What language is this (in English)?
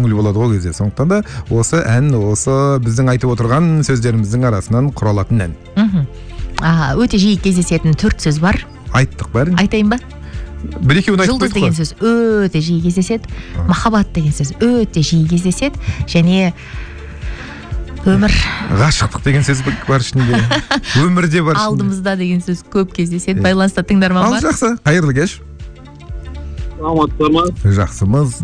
Kazakh